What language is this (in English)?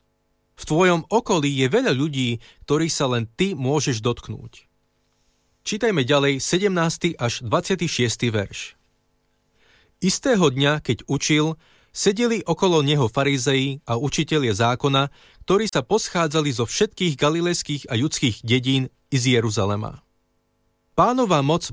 Slovak